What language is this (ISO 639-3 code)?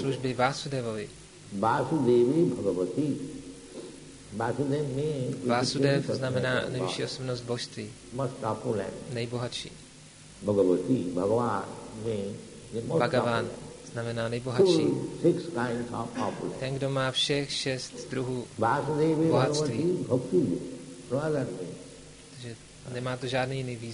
ces